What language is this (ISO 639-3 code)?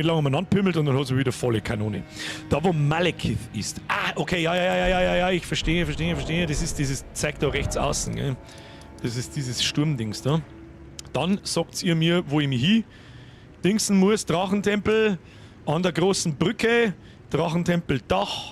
bar